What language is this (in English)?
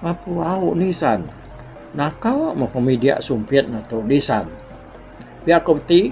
Iban